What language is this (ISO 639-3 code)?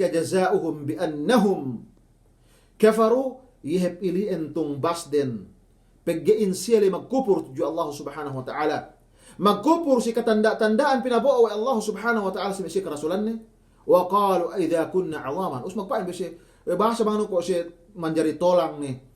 yka